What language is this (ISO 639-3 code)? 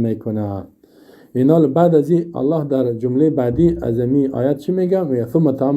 fas